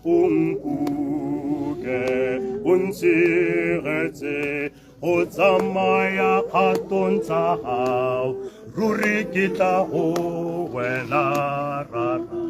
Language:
Tswana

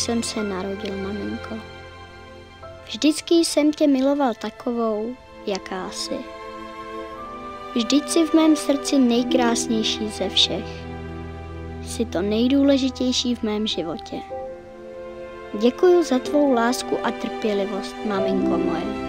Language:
Czech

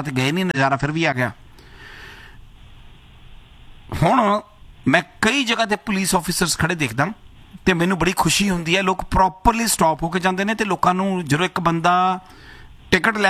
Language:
Punjabi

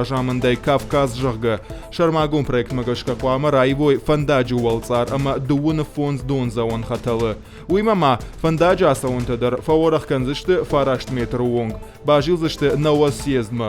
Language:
Ossetic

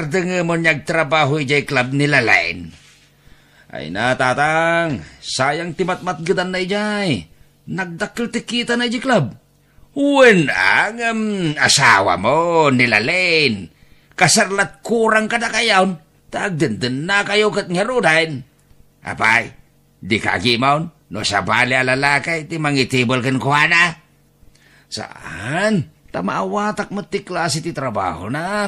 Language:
Iloko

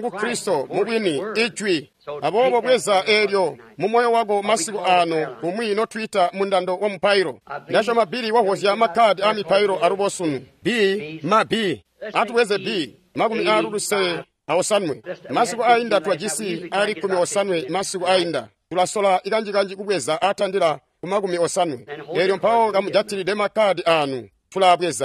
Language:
Tonga (Zambia)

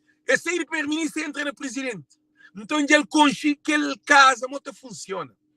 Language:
Kabuverdianu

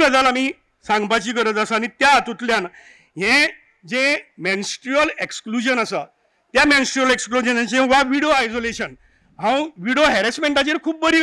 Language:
Konkani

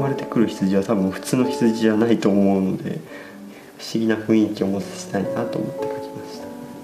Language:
Japanese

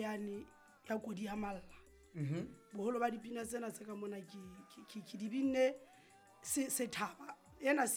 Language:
Southern Sotho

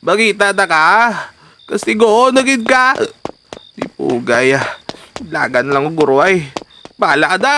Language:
Hiligaynon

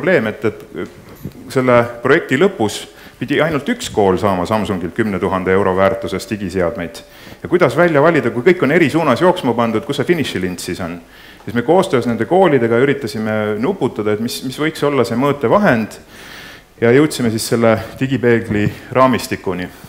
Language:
Estonian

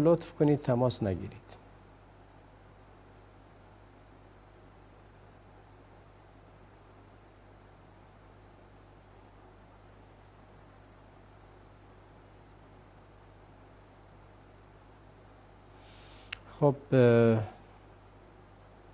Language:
Persian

